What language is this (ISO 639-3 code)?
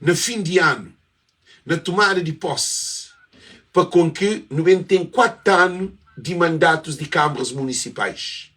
kea